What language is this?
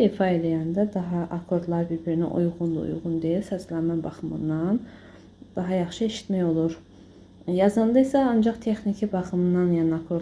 Azerbaijani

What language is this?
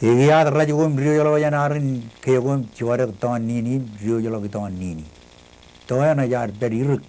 Marshallese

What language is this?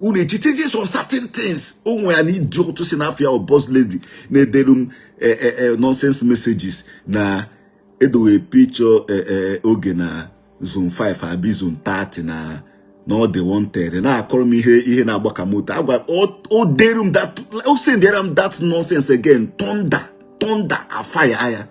Igbo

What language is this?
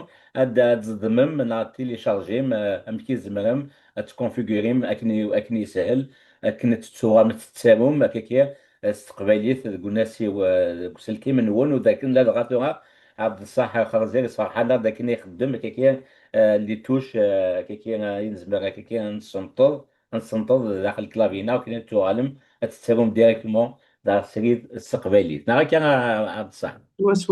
Kabyle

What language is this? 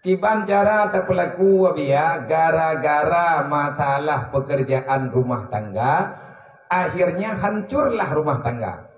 Achinese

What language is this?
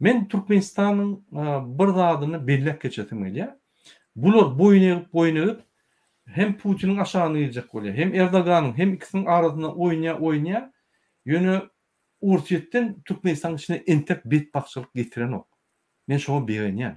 Turkmen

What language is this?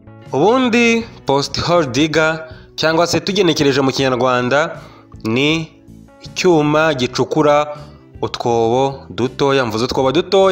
Kinyarwanda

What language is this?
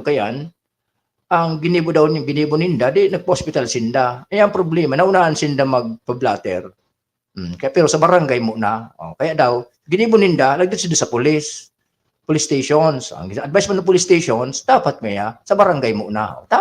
Bikol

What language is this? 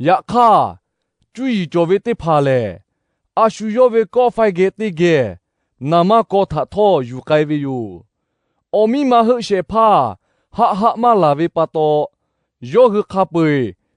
Lahu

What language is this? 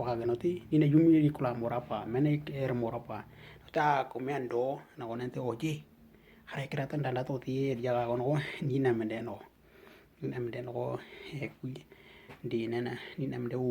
Western Dani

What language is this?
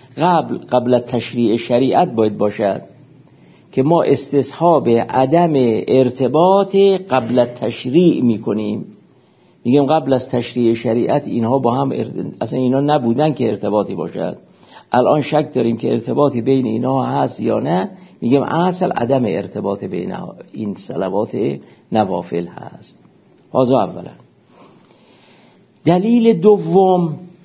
Persian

